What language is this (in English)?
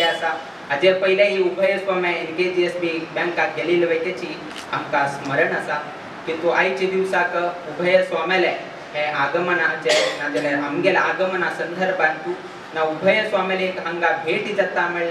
Konkani